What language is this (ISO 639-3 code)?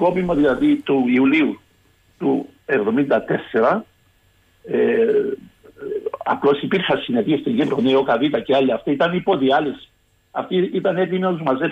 ell